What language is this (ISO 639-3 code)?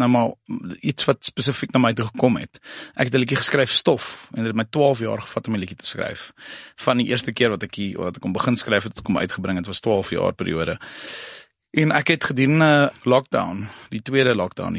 afr